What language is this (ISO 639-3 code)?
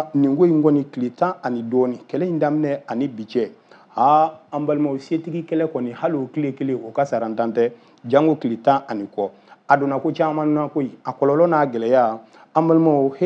bam